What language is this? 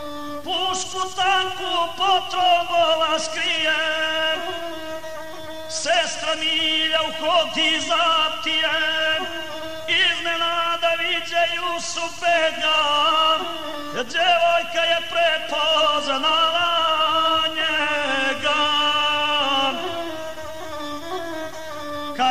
Bosnian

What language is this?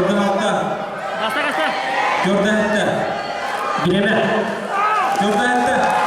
Yakut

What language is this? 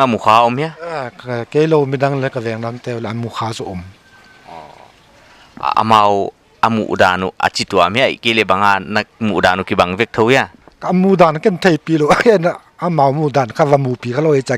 Paite Chin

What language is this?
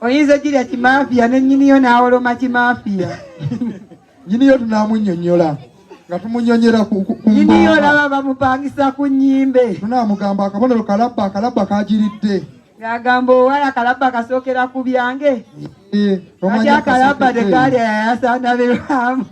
Ganda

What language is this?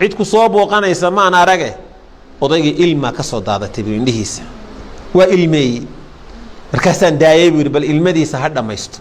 Somali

